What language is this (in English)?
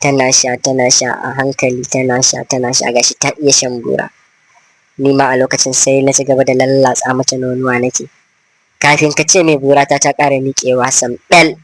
Hausa